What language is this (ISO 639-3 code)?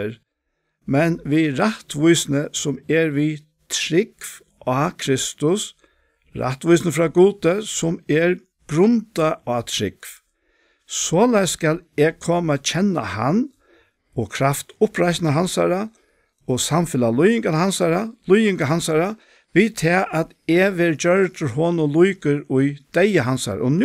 fao